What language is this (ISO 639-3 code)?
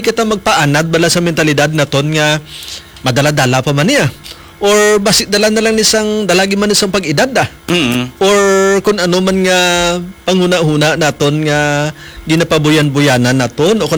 hil